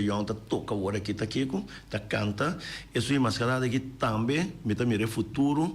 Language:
Papiamento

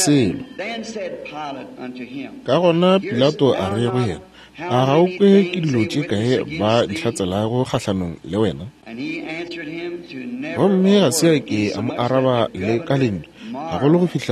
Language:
Northern Sotho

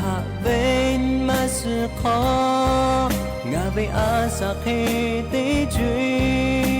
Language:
Lahu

